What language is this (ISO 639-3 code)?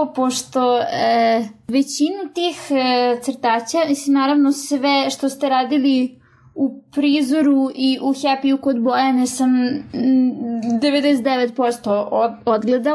srp